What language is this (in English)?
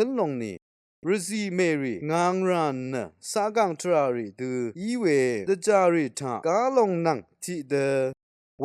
Rawang